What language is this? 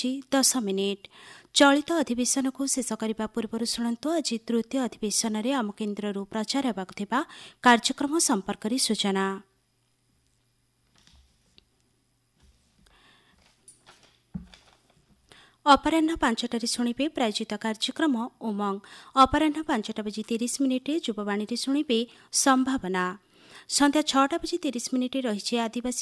Odia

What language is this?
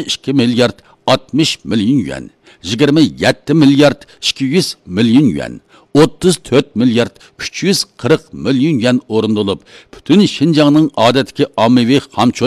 Uyghur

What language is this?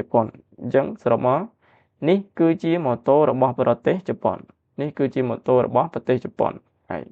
Khmer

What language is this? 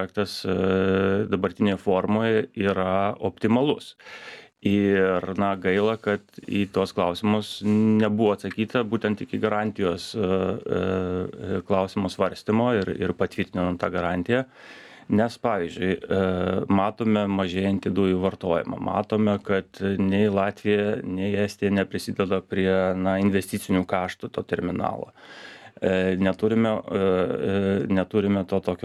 Lithuanian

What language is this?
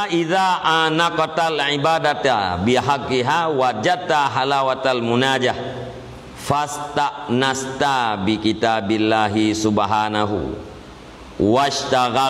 Achinese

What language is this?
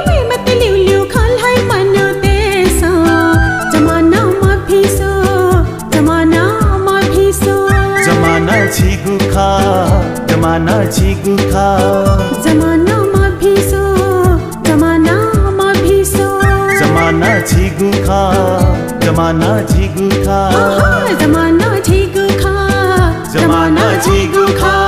Newari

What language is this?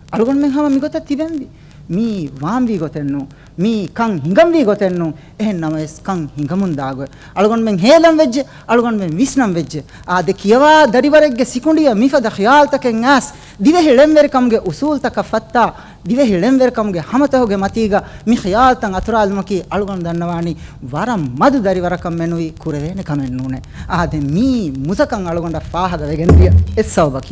Divehi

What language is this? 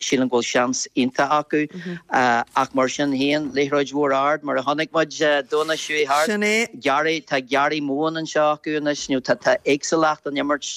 Irish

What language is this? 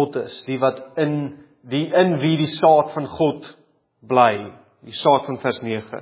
Afrikaans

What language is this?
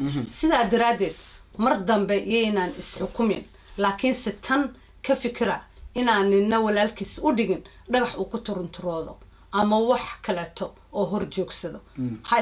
Somali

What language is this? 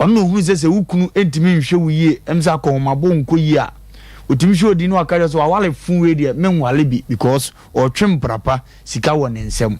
Akan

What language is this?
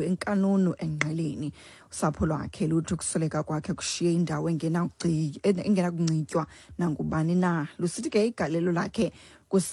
Xhosa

